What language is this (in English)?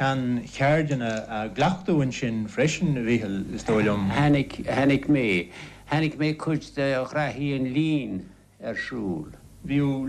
Irish